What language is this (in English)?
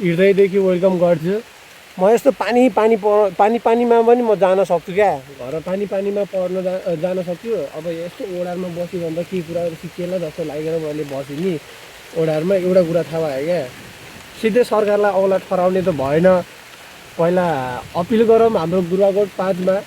Nepali